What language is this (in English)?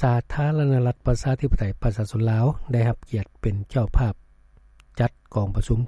Lao